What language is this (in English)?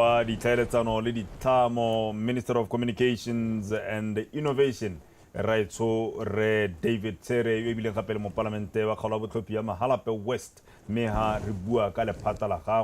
Tswana